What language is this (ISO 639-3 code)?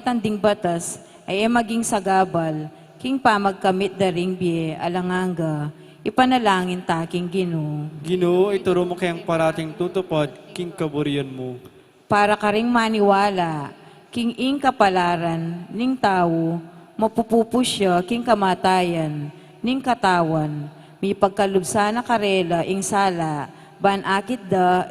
pam